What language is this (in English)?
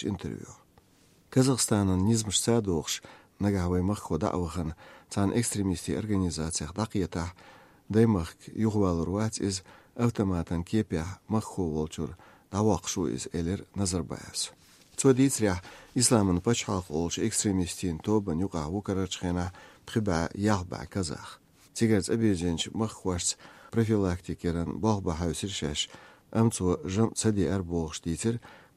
Chechen